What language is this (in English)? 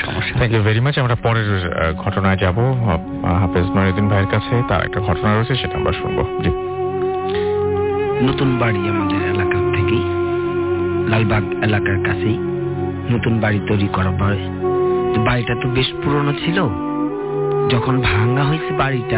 Bangla